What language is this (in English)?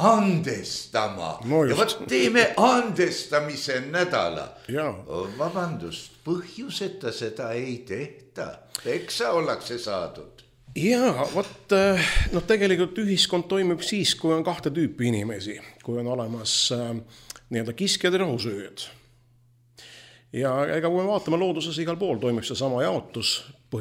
Estonian